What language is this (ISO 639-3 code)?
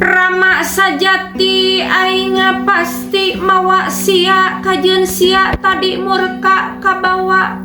sun